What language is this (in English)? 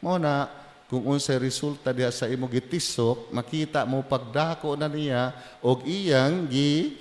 Cebuano